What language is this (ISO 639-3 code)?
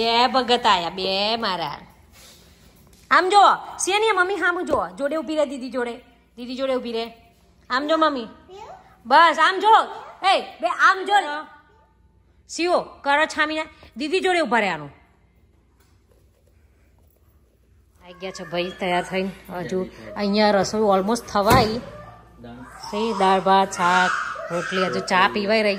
guj